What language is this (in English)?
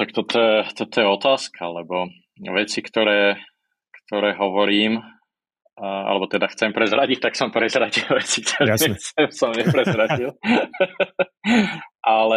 Slovak